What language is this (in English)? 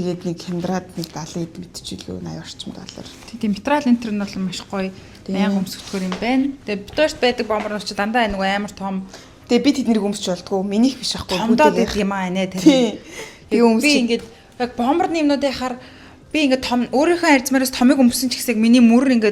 Mongolian